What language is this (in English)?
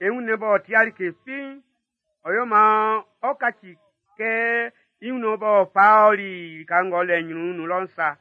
Baoulé